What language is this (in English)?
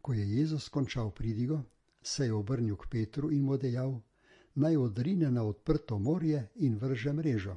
Slovenian